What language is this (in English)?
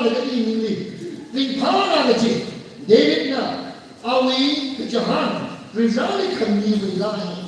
Tangkhul Naga (India)